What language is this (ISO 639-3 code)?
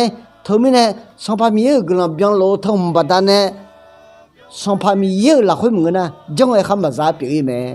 ahk